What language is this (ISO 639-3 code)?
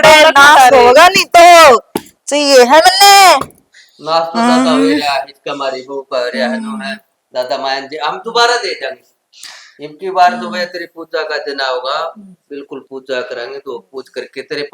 bgc